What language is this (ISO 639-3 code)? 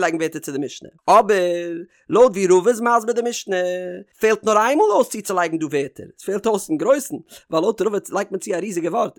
yid